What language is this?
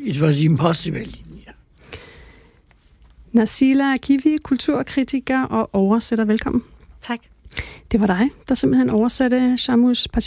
Danish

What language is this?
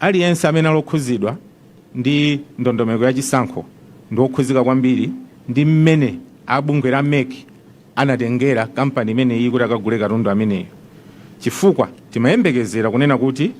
Nyanja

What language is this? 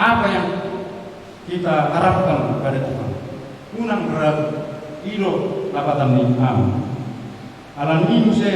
Batak Toba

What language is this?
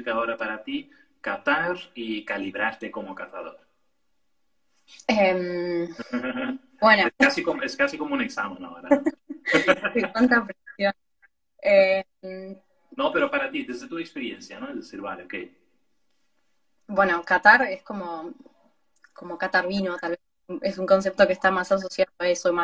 Spanish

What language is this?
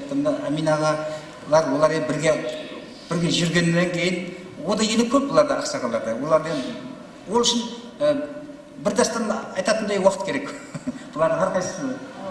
Kara-Kalpak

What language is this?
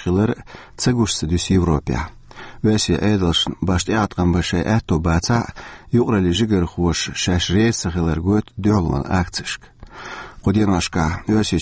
Chechen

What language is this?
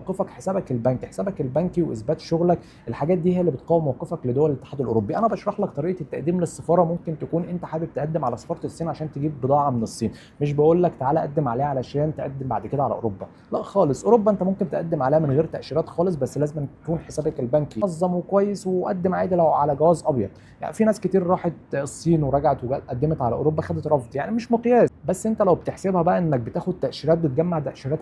Egyptian Arabic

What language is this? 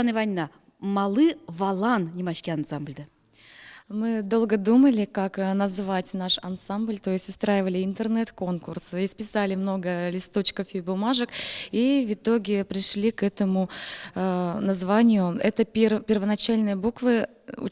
Udmurt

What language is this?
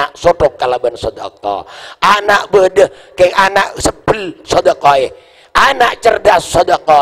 Madurese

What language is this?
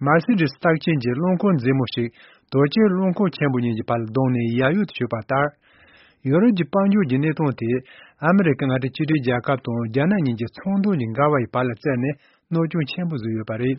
Tibetan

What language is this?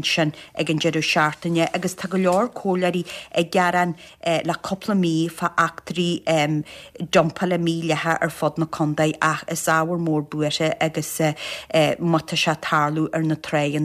Irish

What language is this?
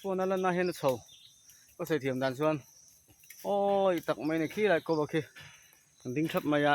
Mizo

